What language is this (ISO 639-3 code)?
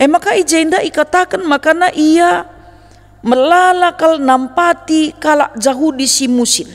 btx